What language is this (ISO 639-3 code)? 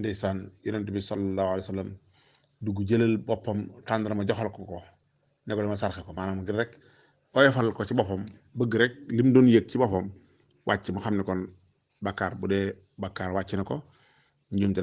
wol